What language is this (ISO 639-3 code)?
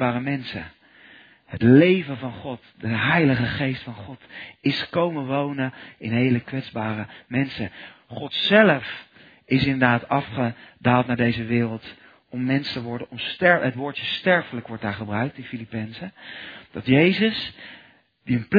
nld